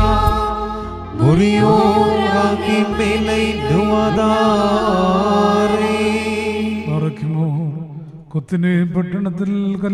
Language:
Malayalam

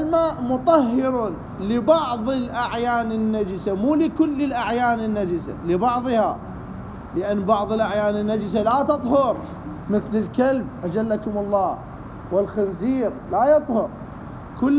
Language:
Mesopotamian Arabic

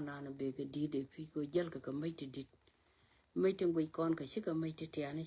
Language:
Nuer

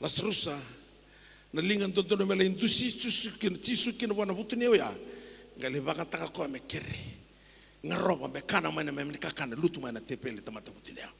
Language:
Fijian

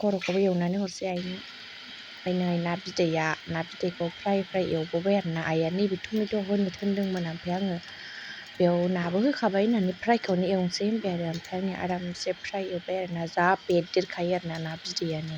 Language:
Bodo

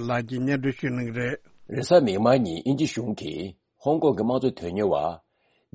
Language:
Tibetan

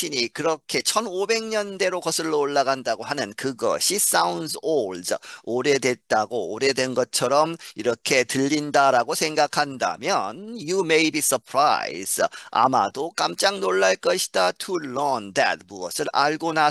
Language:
Korean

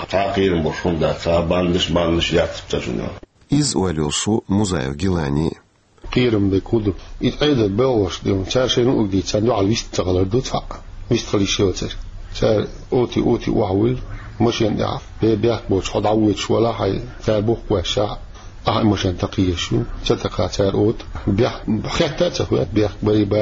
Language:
Chechen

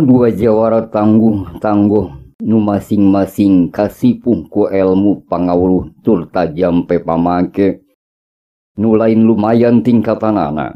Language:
Sundanese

